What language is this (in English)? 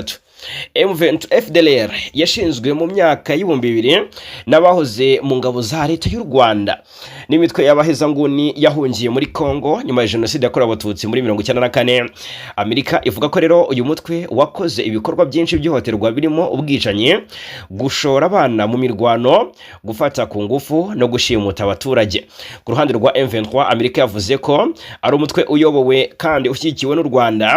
Kinyarwanda